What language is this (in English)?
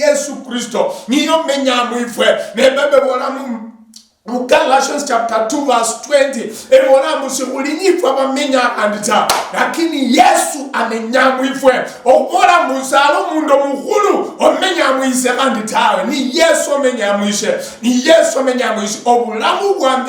Luyia